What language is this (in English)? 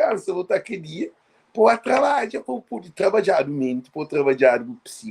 Kabuverdianu